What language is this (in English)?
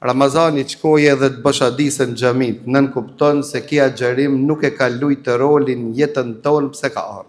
Albanian